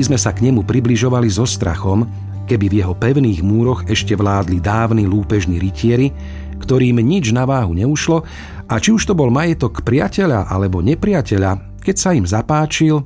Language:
Slovak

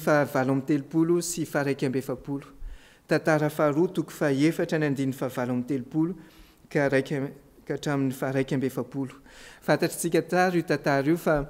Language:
Malagasy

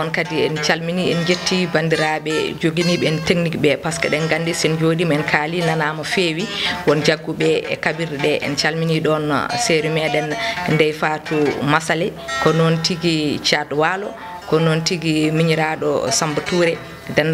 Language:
Fula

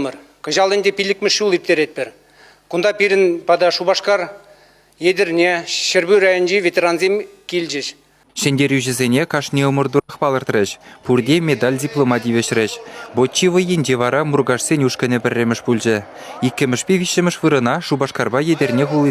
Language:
Chuvash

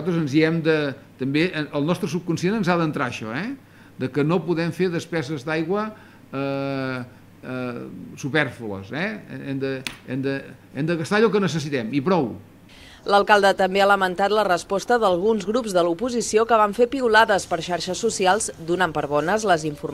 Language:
Catalan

